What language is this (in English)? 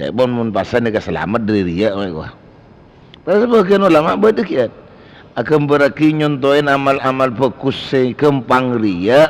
Madurese